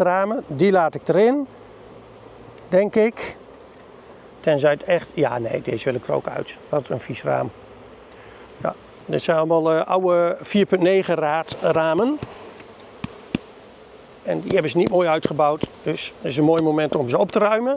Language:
Dutch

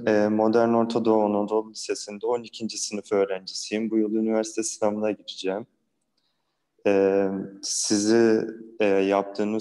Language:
Turkish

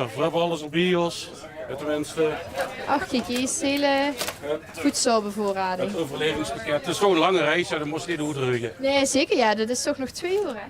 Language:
Limburgish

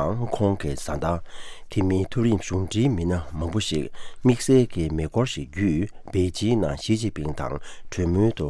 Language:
Tibetan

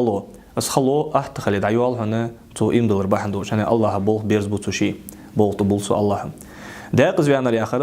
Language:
Ingush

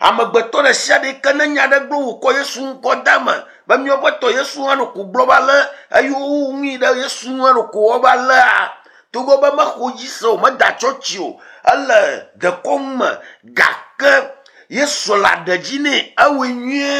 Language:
Ewe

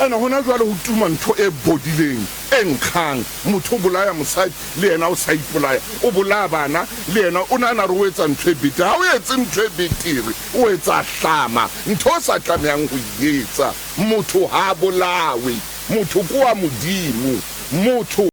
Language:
Southern Sotho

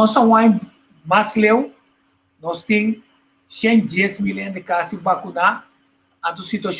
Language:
Papiamento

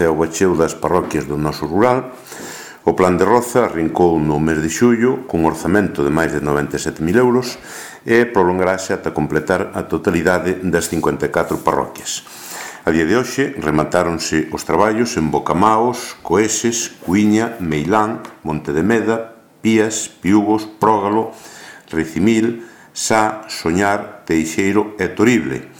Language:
Galician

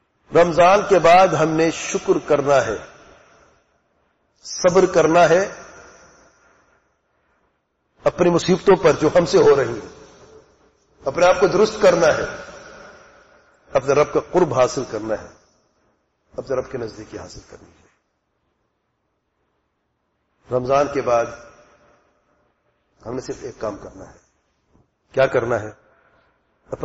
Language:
Urdu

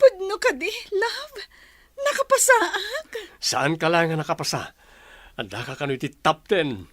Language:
Iloko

